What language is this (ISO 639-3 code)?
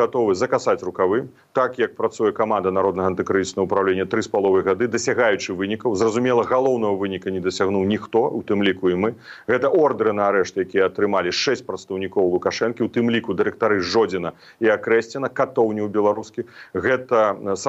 bel